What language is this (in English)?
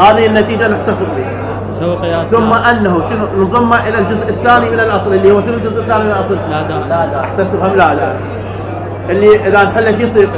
Mesopotamian Arabic